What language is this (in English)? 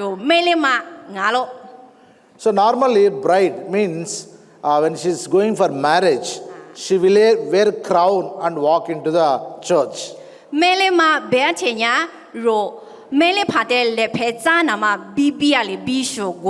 Lisu